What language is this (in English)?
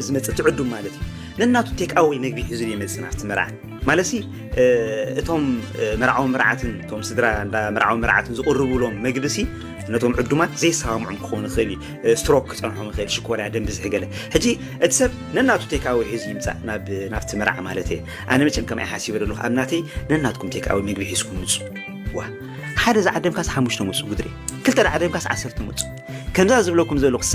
Tigrinya